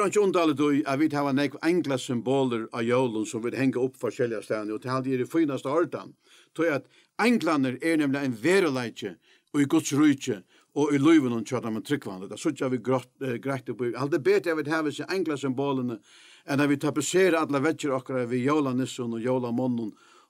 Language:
Faroese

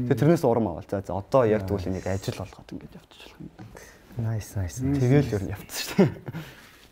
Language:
Mongolian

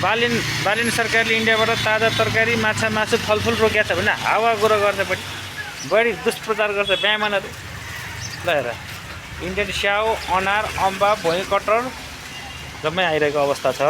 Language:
Nepali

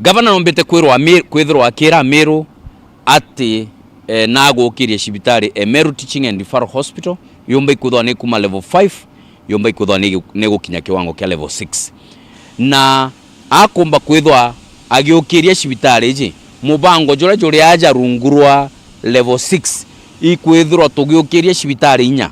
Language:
Meru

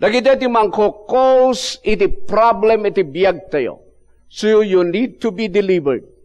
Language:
Iloko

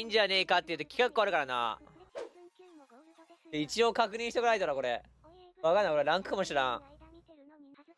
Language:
Japanese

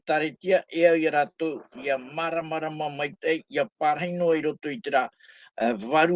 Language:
Tahitian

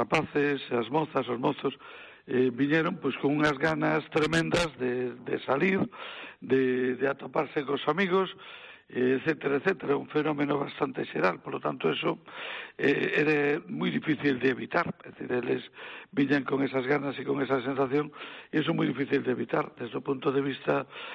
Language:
Galician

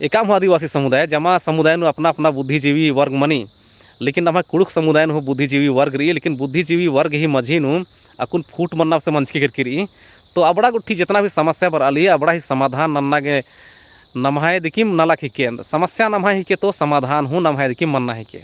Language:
Kurukh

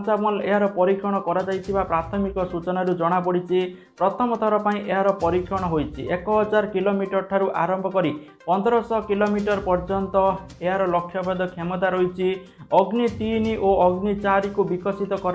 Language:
Odia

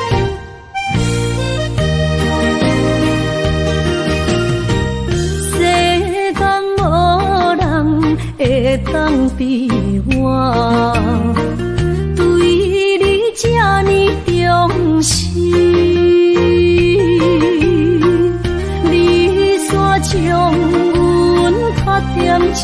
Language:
Min Nan Chinese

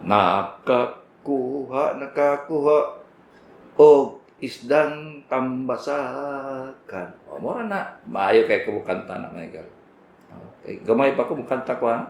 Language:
Cebuano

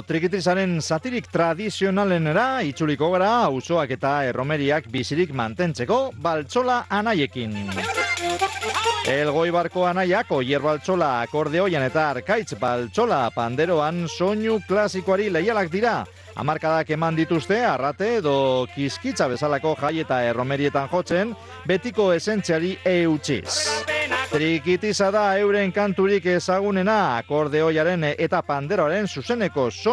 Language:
Basque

